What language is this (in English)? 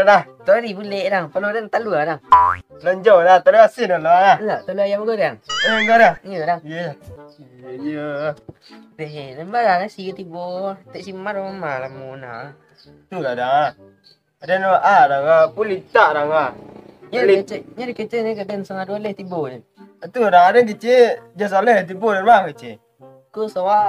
Minangkabau